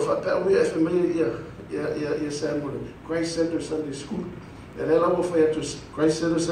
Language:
Samoan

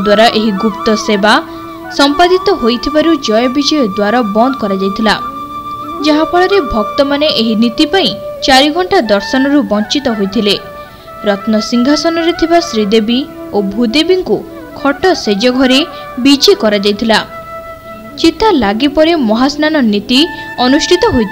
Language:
Odia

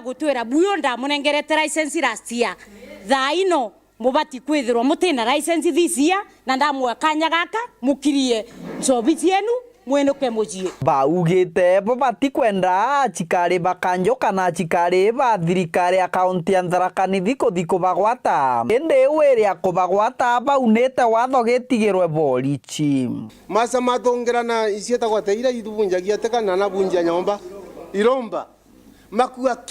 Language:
Meru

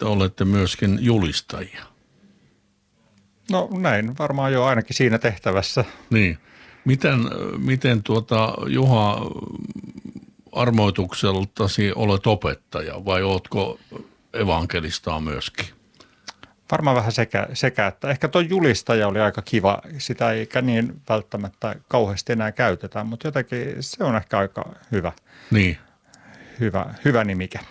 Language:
Finnish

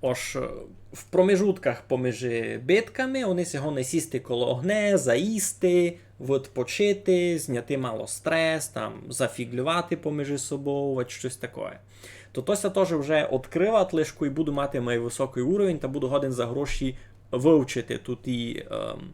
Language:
Rusyn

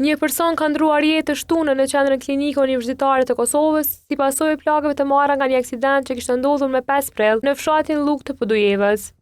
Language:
Albanian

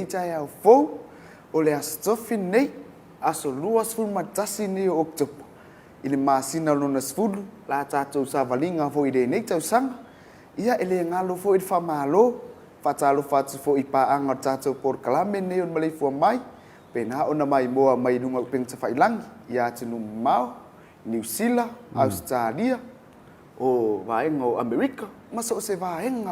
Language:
Samoan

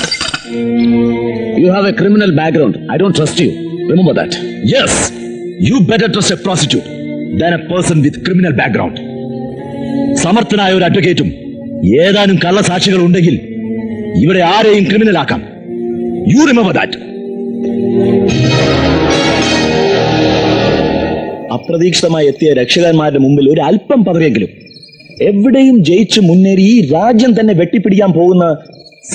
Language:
Malayalam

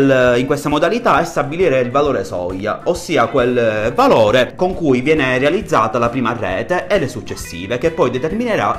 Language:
Italian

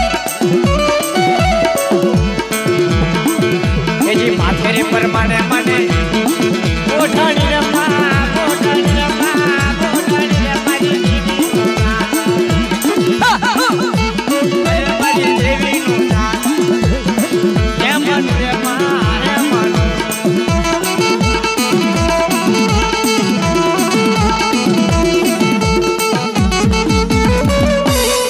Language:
Gujarati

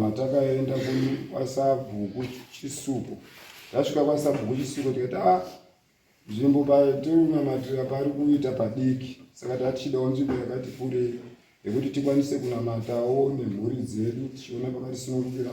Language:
Shona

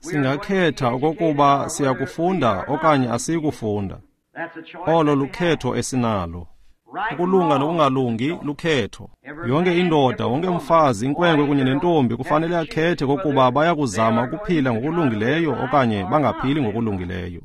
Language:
Xhosa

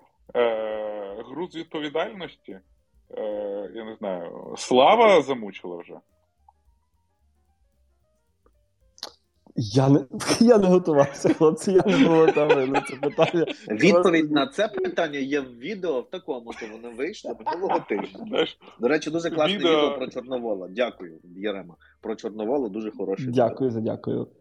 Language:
Ukrainian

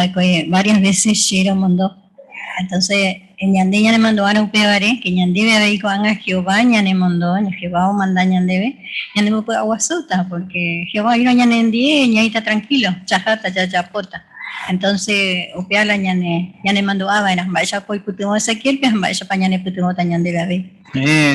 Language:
Guarani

